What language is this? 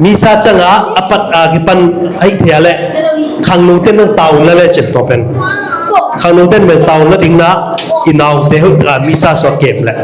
Tedim Chin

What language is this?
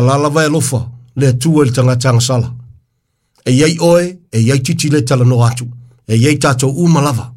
Samoan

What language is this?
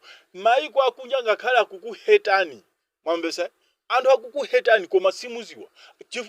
Nyanja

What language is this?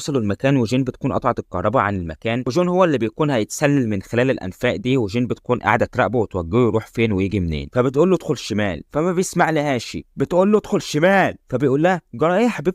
Egyptian Arabic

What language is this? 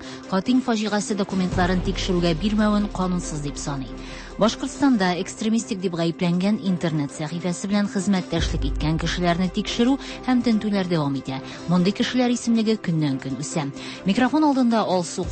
Tatar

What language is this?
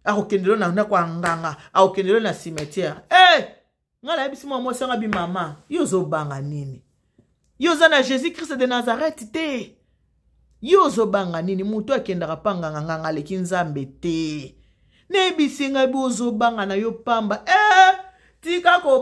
Lingala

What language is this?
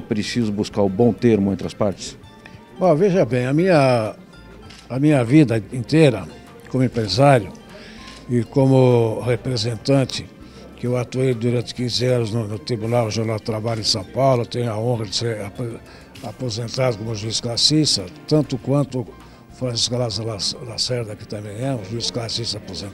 Portuguese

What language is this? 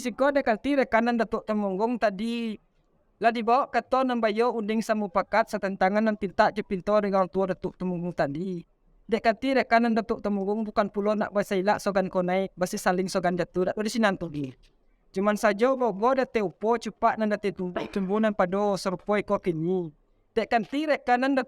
Minangkabau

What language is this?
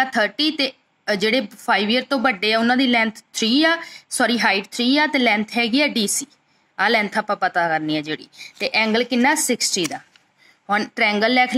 Punjabi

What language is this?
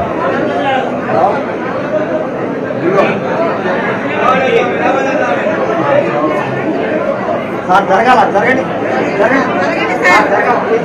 Telugu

